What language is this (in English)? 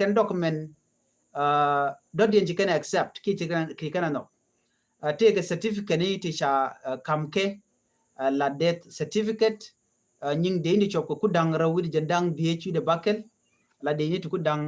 Nuer